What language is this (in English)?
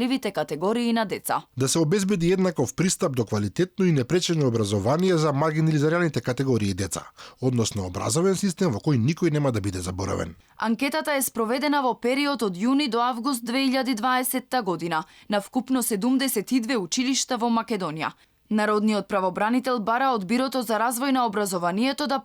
Macedonian